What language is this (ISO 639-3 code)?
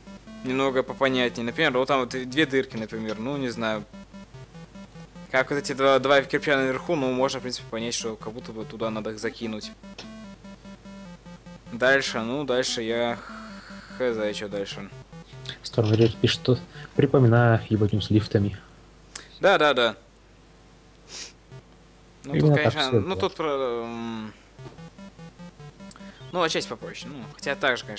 rus